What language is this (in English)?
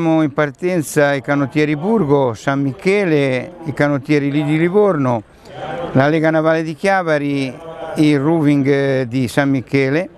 Italian